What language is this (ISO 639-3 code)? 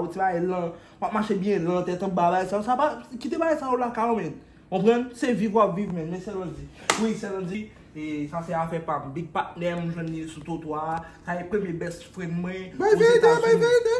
hat